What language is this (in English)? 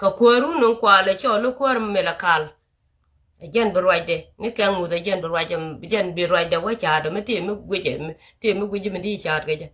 Nuer